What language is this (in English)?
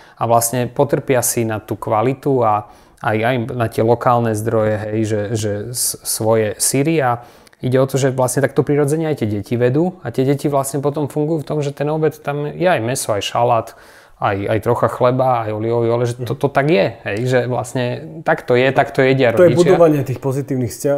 Slovak